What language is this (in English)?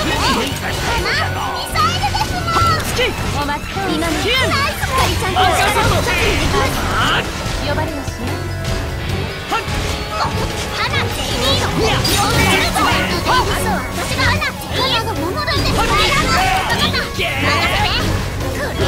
Japanese